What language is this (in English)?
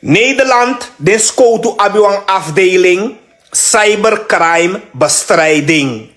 Sranan Tongo